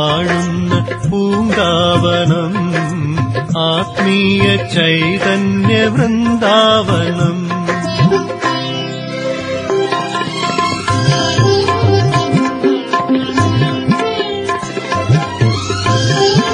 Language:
Malayalam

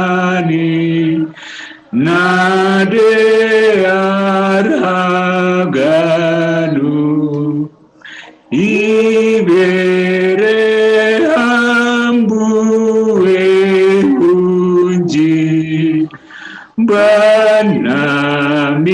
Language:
Batak Simalungun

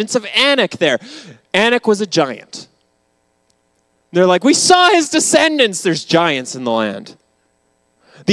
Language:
English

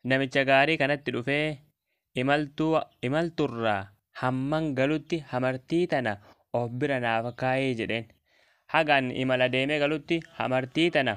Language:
Oromo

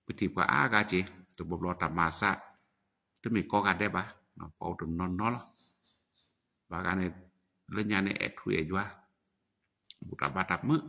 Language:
S'gaw Karen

